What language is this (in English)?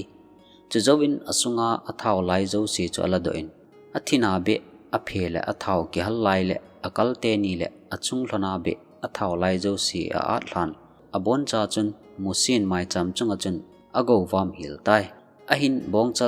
Thado Chin